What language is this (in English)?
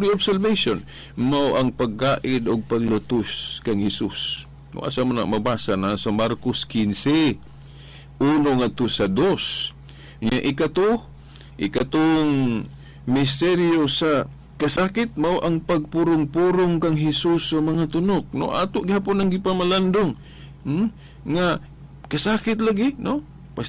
Cebuano